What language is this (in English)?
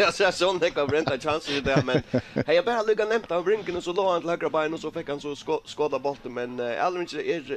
Faroese